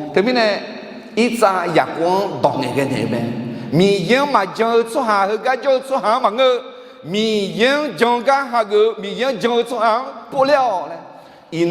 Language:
Akha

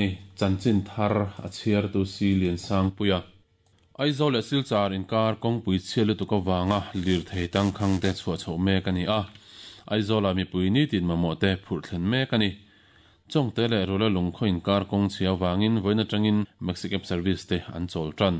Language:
Mizo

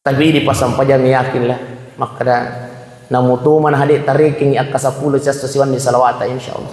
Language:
Buginese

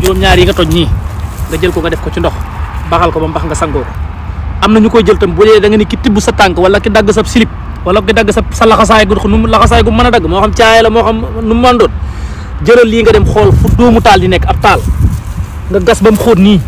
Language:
Wolof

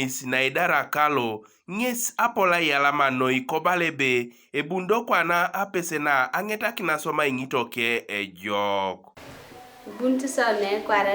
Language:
Teso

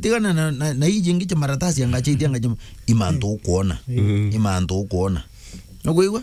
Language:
Meru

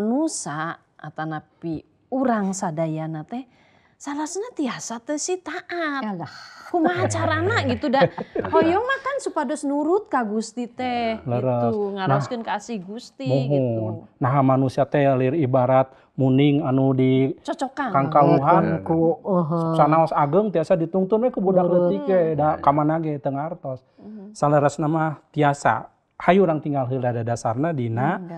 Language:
Sundanese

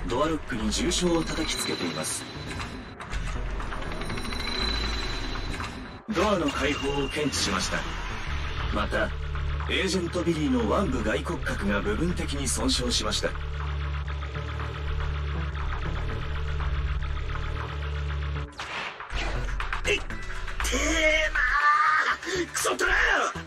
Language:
Japanese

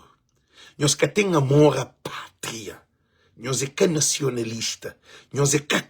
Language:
Kabuverdianu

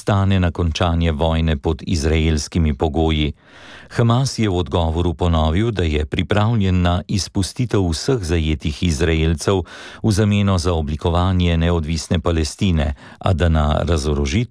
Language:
Slovenian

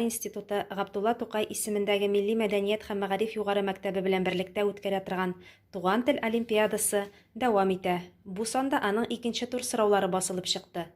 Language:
Tatar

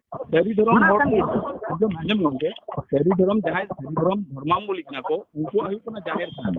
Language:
Santali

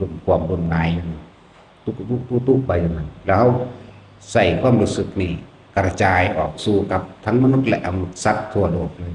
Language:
Northeastern Thai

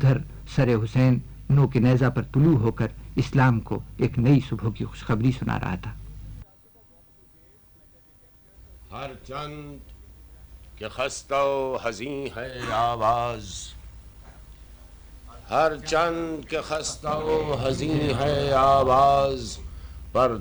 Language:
Urdu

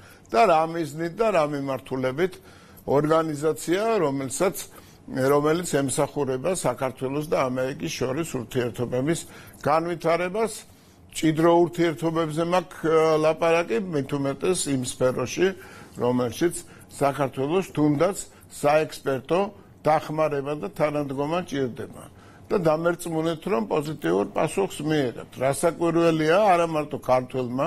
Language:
Georgian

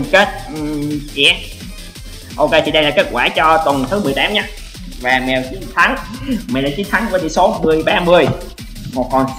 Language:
Vietnamese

